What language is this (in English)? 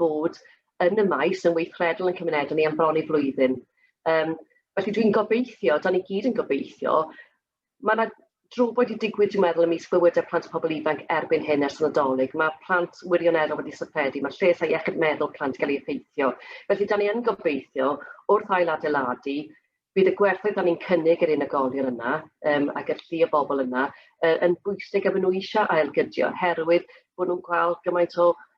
Welsh